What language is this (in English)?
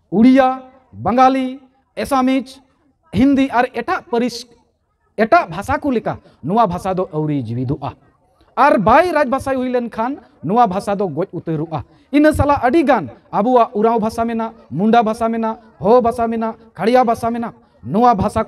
Santali